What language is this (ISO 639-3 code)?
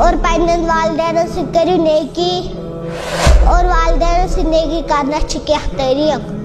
kas